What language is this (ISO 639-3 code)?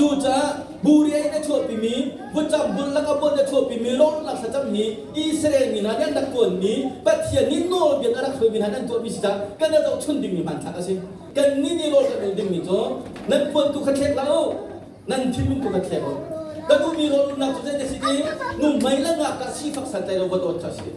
cnh